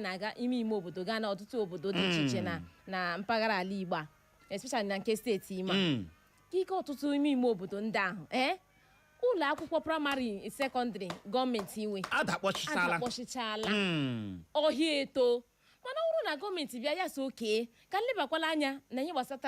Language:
Igbo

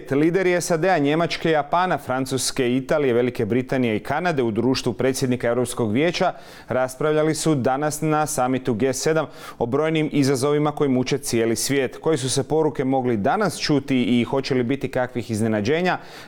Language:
Croatian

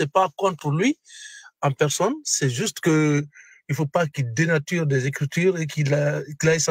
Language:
French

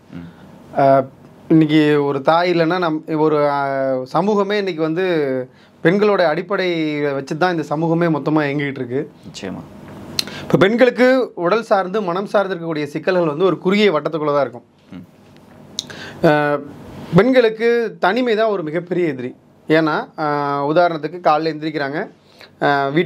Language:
Tamil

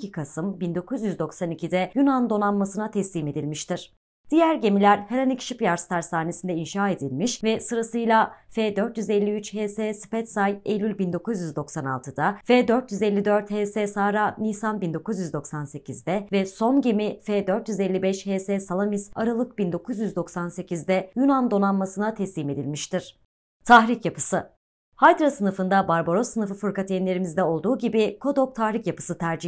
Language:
Turkish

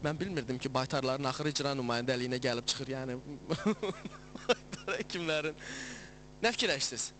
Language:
Azerbaijani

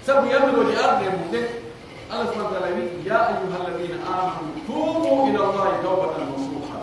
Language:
Pular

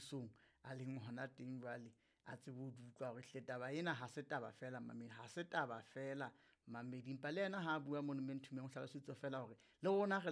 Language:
Southern Sotho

